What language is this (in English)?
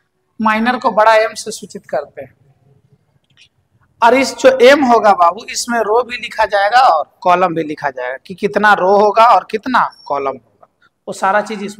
Hindi